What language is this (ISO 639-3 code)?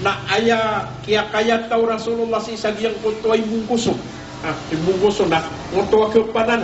mrw